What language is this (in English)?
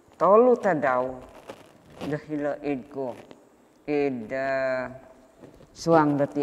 Central Dusun